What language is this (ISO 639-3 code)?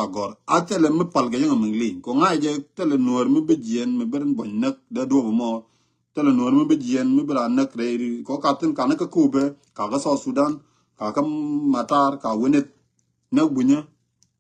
nus